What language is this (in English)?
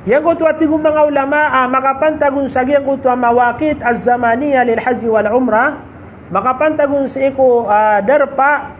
Maranao